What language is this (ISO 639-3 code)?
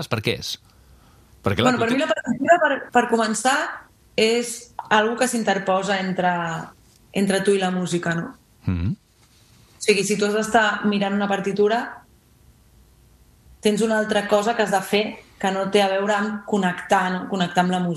cat